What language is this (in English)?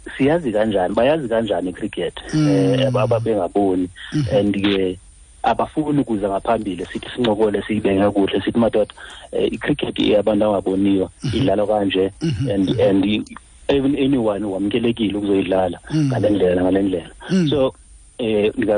Xhosa